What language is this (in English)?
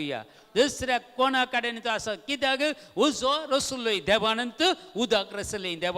Konkani